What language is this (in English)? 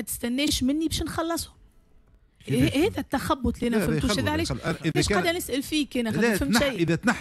Tunisian Arabic